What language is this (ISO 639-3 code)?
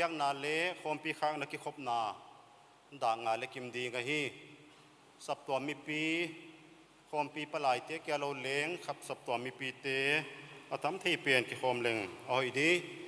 pck